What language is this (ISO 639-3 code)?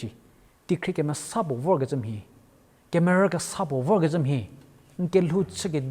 njm